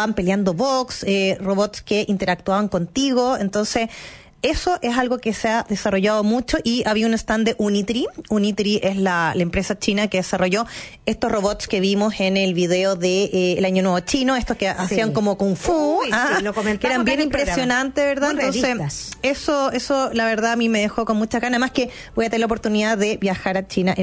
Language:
Spanish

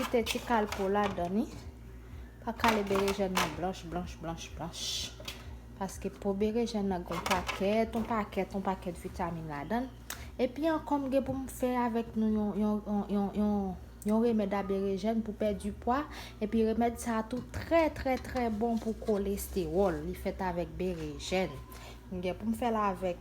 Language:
Haitian Creole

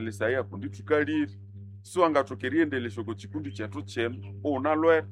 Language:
Nande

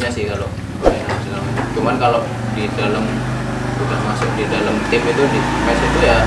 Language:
Indonesian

